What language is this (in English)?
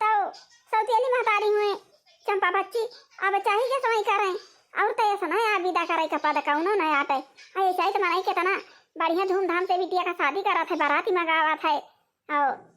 Awadhi